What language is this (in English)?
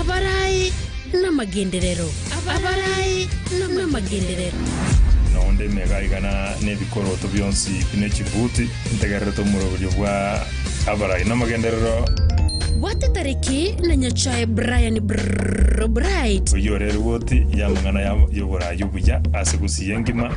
Gusii